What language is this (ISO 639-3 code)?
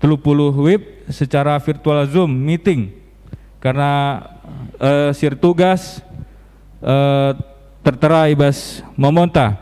btx